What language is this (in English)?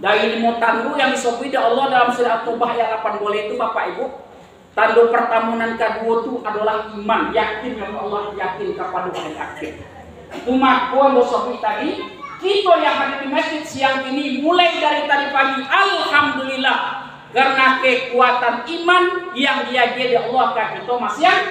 Minangkabau